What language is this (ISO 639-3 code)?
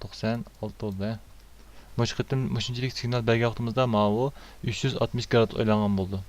uig